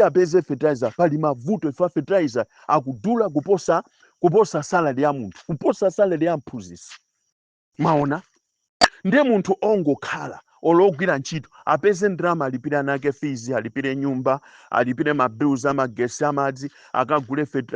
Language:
Nyanja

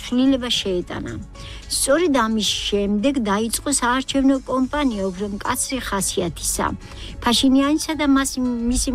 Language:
Georgian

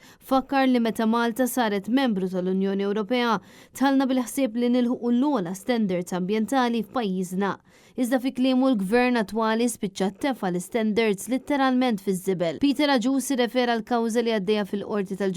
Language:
Maltese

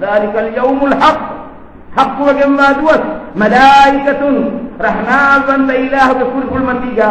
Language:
Divehi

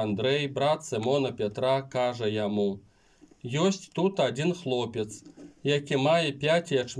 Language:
Belarusian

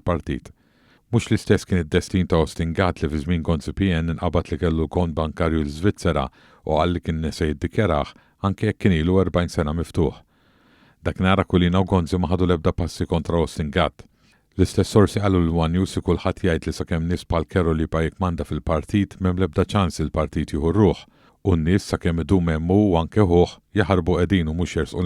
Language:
Maltese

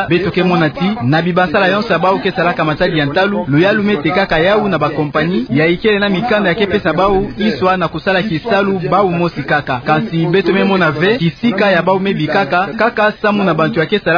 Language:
Kituba (Democratic Republic of Congo)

